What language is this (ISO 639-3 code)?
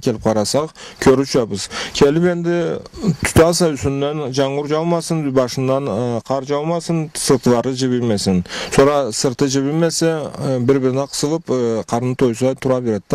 krc